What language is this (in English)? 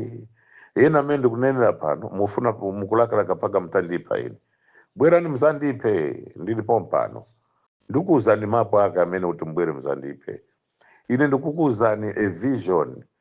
Nyanja